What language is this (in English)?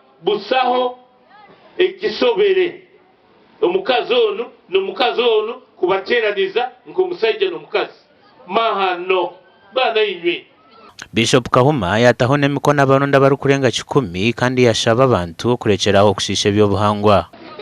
Nyankole